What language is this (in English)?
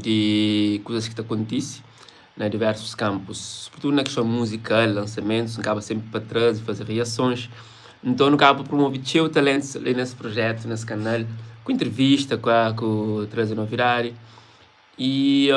Kabuverdianu